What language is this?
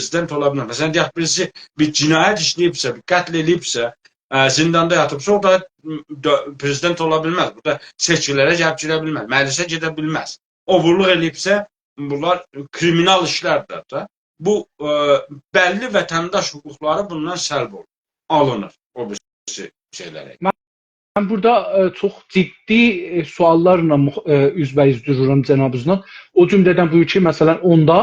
South Azerbaijani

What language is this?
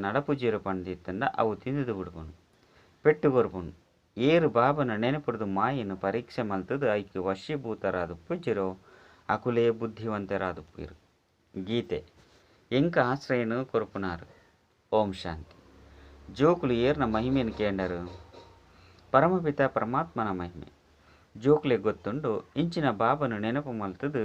Tulu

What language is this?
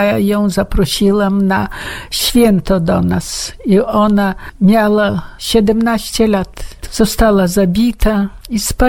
Polish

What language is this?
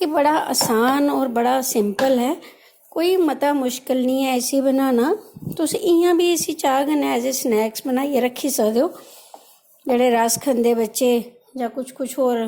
Dogri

